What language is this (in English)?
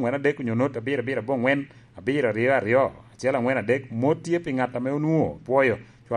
Lango (Uganda)